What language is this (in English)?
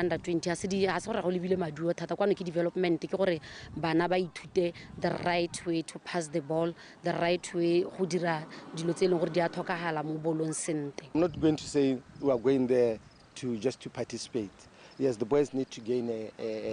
Tswana